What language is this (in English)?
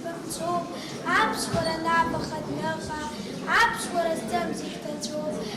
Abkhazian